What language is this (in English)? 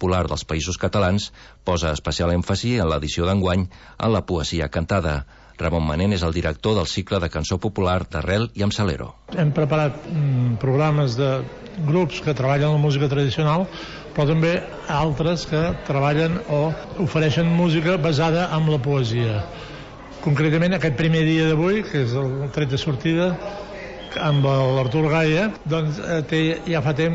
Catalan